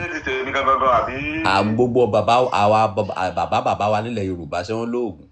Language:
Yoruba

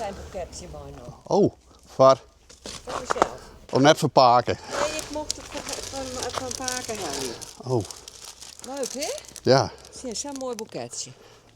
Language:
Western Frisian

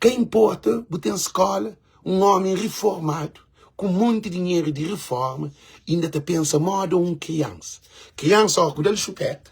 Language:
Kabuverdianu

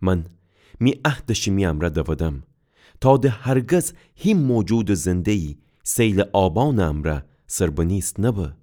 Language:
Gilaki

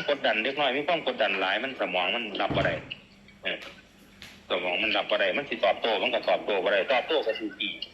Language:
Northeastern Thai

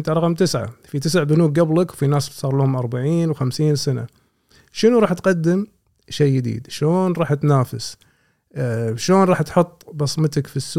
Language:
Gulf Arabic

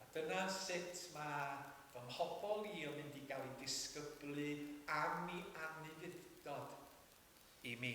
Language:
Welsh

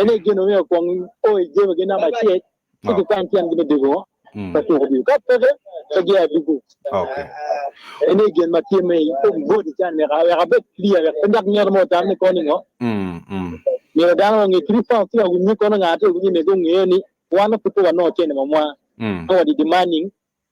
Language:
Acoli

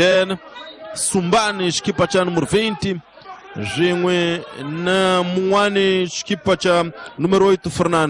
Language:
Tsonga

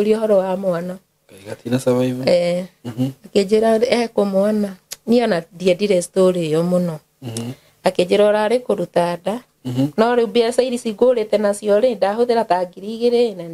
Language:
Kikuyu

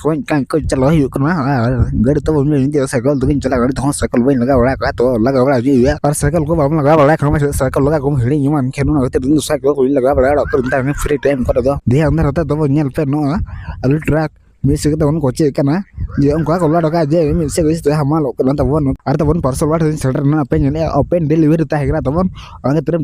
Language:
Santali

